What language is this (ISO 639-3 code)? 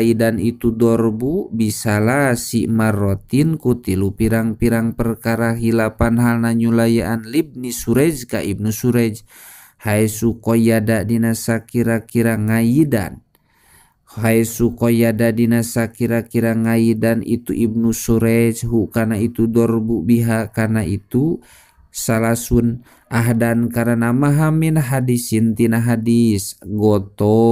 sun